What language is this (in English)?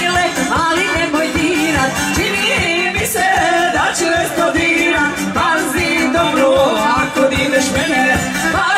Croatian